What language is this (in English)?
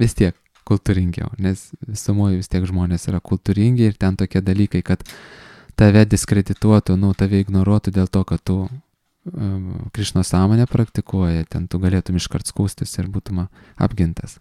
Lithuanian